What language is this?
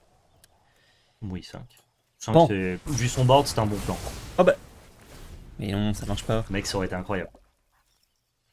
French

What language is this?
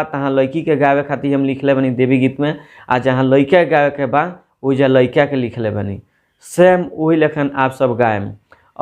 Bhojpuri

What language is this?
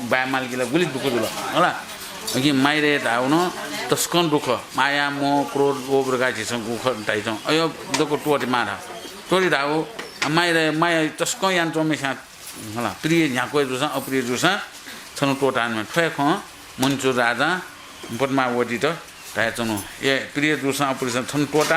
Newari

